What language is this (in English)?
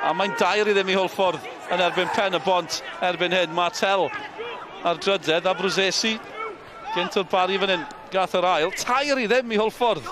Welsh